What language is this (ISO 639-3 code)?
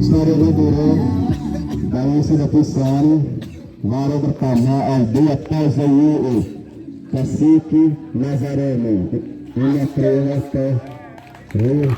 xav